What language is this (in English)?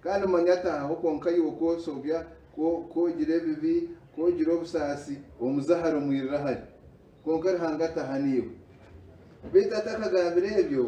Nyankole